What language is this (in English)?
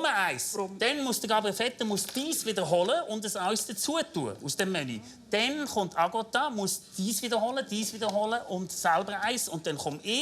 Swiss German